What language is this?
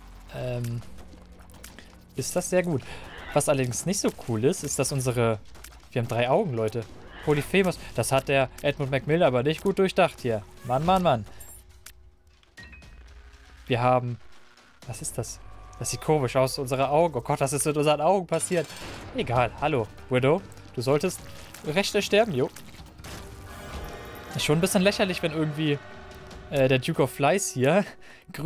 German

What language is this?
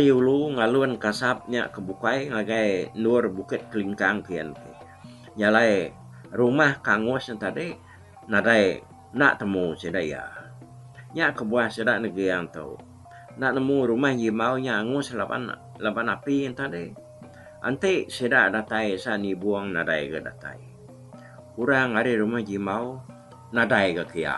Iban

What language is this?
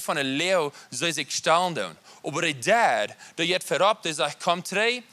Plautdietsch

